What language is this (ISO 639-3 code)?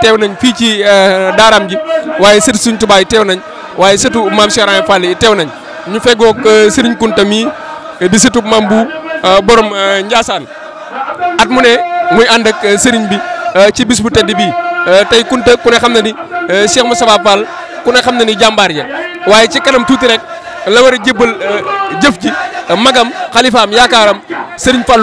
wol